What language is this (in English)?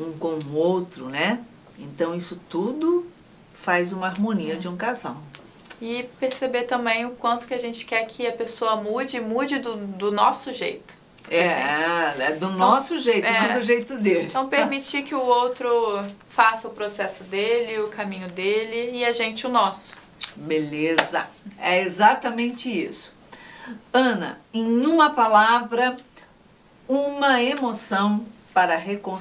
Portuguese